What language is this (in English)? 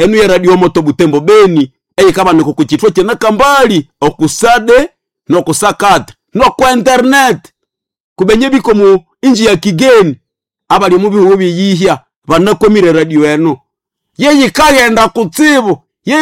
Nande